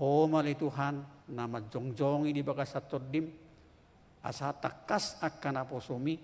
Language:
Batak Toba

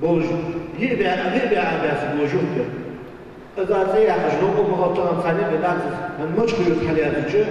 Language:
Ingush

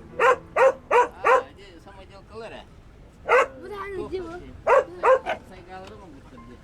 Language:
Yakut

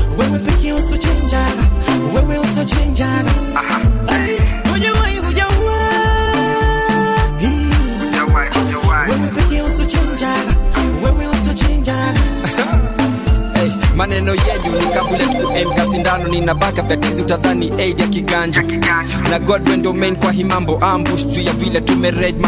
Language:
Swahili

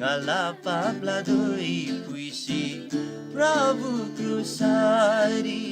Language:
Eastern Tamang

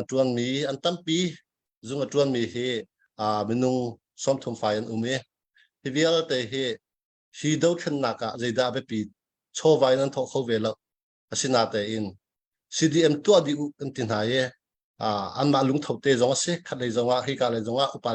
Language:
Hakha Chin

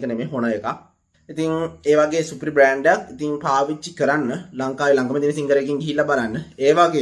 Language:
Sinhala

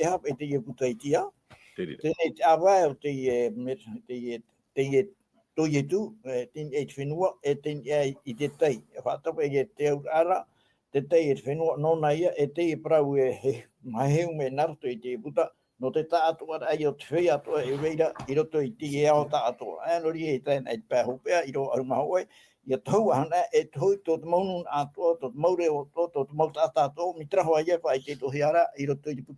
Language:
Tahitian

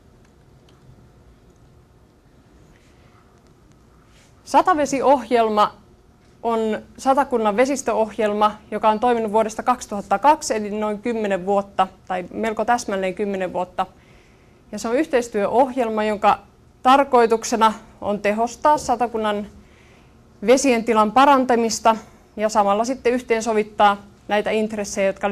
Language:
Finnish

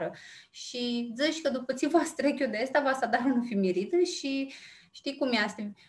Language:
Aromanian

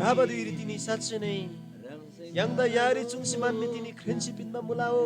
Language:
Eastern Tamang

